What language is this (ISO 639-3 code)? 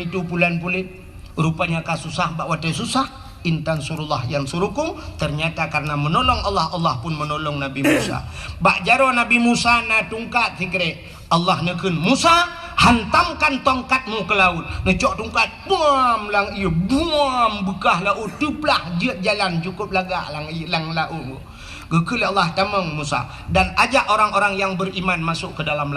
ace